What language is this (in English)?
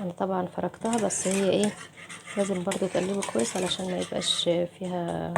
Egyptian Arabic